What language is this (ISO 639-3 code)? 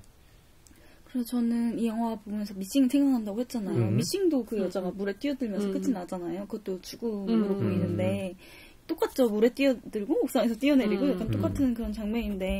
kor